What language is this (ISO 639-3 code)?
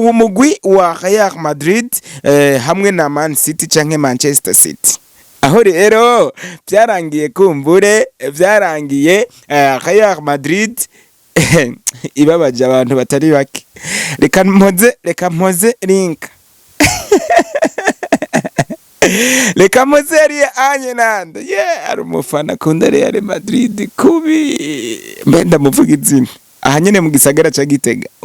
run